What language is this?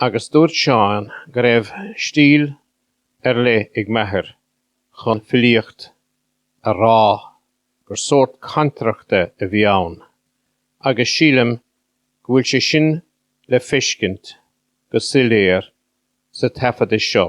Irish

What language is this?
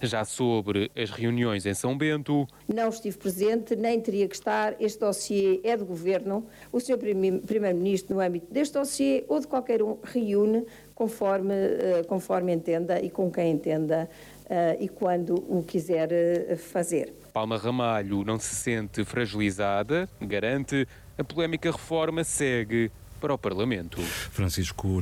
Portuguese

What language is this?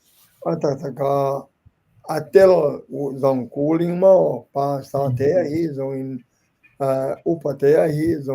Tedim Chin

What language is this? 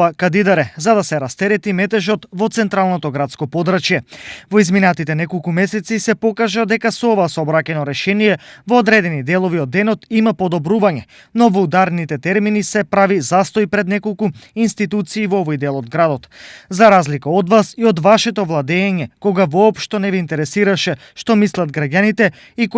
Macedonian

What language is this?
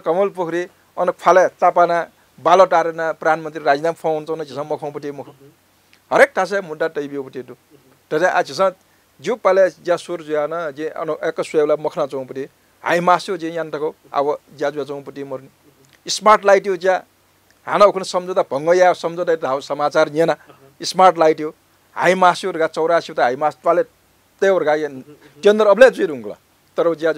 Newari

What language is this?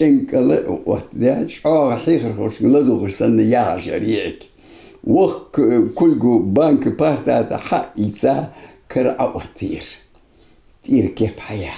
Ingush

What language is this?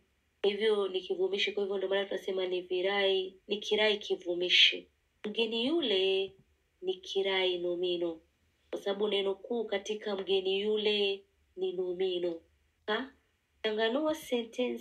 Swahili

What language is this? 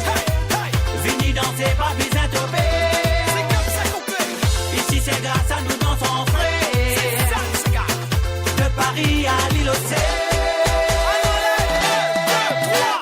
Morisyen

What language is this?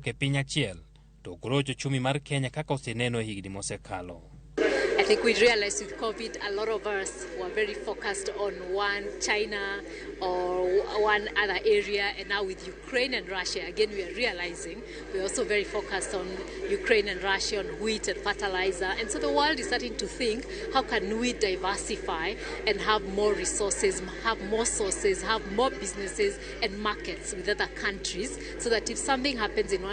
Luo (Kenya and Tanzania)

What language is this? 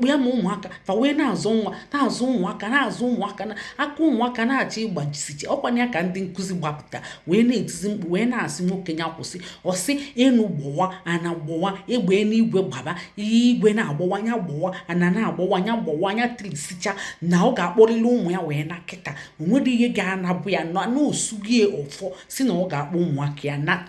Igbo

